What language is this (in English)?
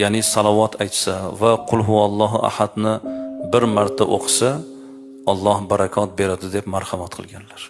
Uzbek